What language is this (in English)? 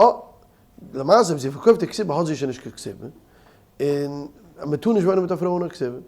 Yiddish